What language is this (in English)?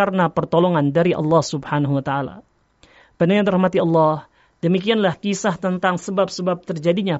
Indonesian